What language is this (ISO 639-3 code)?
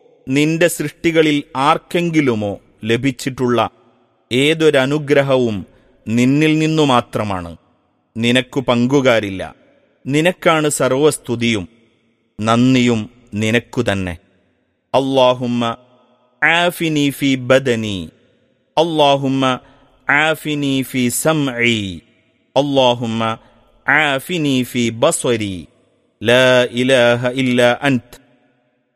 mal